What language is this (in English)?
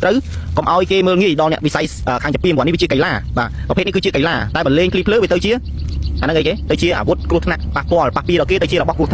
Khmer